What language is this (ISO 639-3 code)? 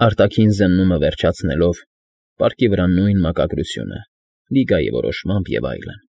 hye